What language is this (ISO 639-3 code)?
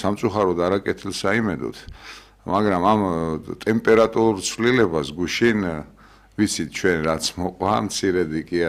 kat